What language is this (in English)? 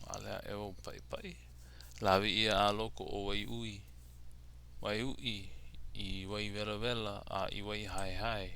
Hawaiian